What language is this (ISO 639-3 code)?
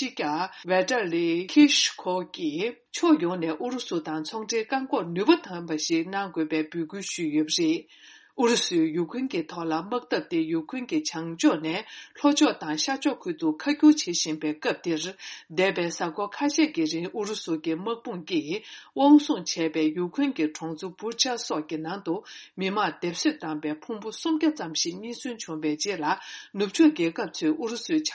bod